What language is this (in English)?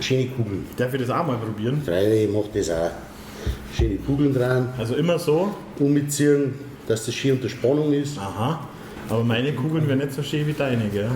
Bavarian